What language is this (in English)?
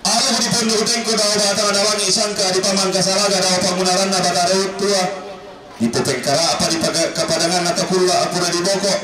Toraja-Sa'dan